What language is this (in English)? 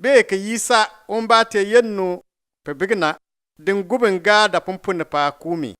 Bimoba